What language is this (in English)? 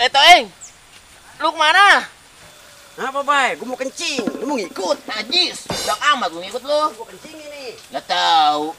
Betawi